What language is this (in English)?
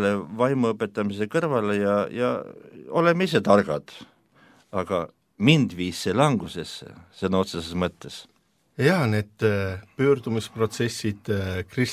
Estonian